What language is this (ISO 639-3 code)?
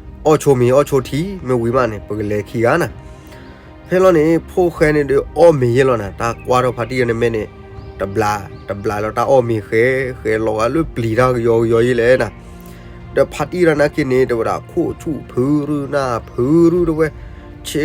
ksw